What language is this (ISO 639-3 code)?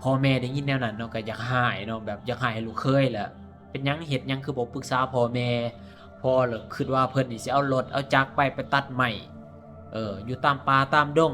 lao